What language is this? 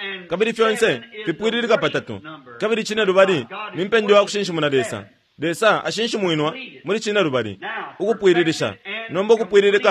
Bemba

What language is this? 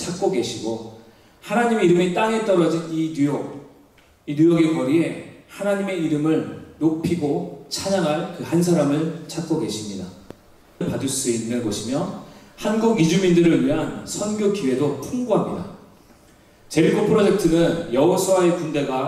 Korean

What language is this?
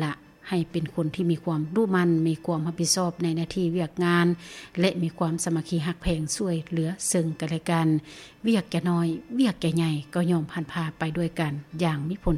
Lao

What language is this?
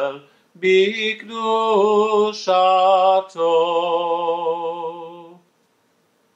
Hebrew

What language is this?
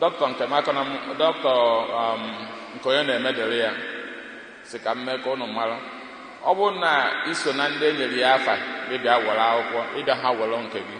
Igbo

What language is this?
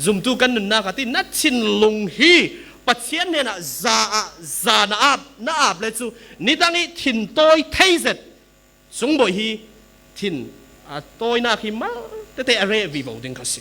Falam Chin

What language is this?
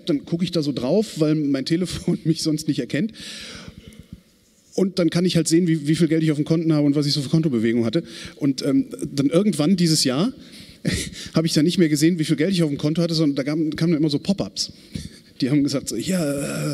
German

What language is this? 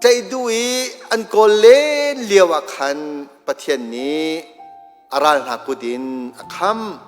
Hakha Chin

